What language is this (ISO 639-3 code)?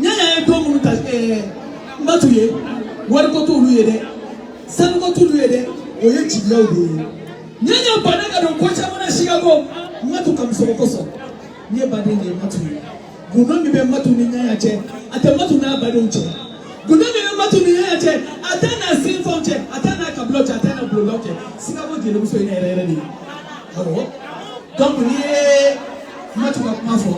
bam